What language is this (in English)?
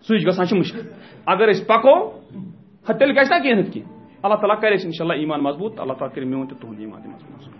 Kashmiri